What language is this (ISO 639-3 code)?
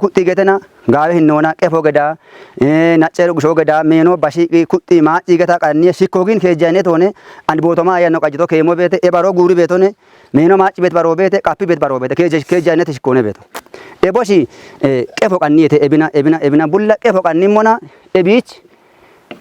kbr